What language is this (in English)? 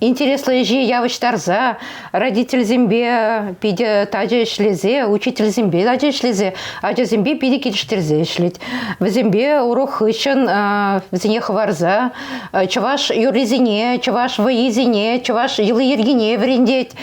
Chuvash